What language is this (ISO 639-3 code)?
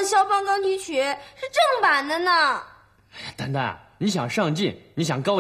zho